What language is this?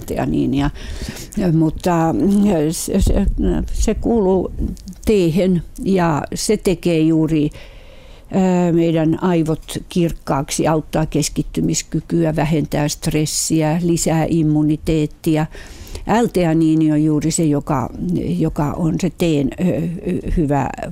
Finnish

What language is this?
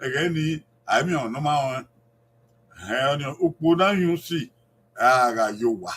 Bini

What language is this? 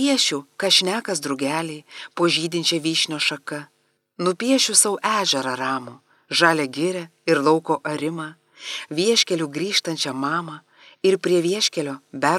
Lithuanian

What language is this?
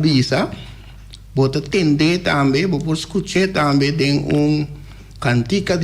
Papiamento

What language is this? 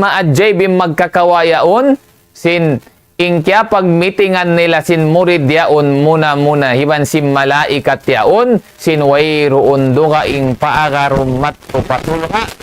Tausug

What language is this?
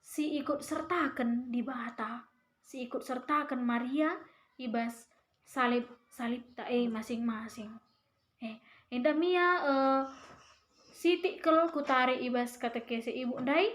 Batak Karo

